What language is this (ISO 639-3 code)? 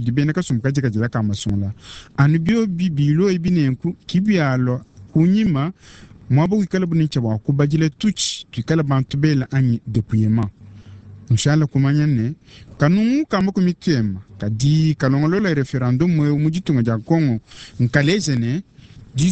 lua